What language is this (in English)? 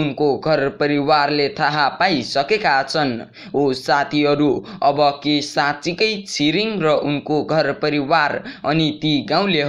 Nepali